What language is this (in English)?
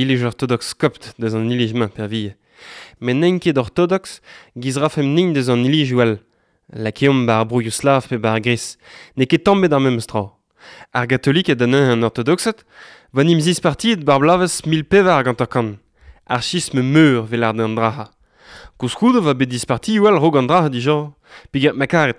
Breton